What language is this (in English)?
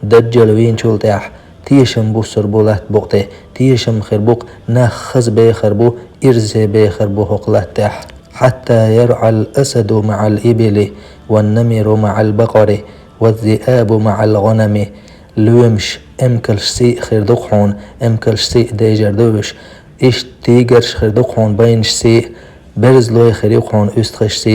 Chechen